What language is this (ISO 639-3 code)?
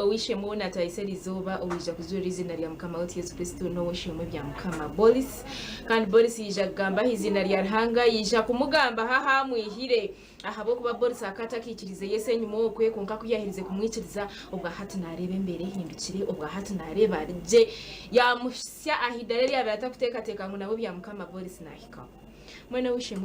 nyn